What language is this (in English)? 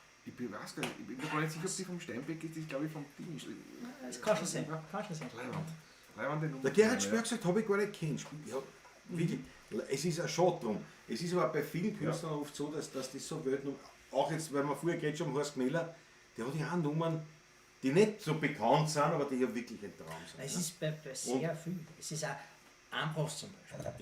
Bavarian